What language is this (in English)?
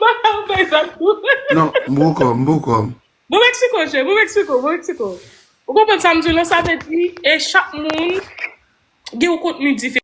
Haitian Creole